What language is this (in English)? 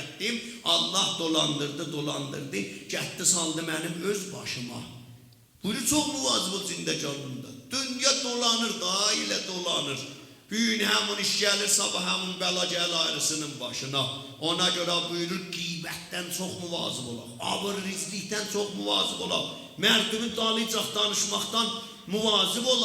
South Azerbaijani